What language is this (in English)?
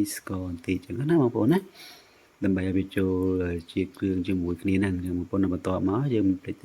Khmer